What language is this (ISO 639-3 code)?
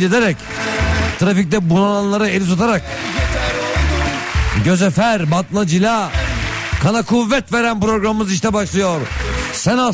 tur